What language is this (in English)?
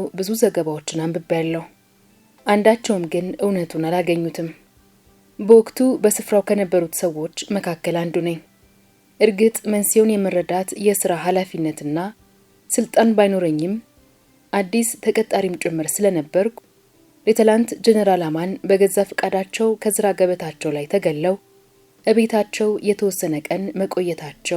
Amharic